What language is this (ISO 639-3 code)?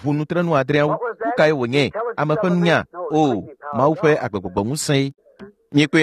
ewe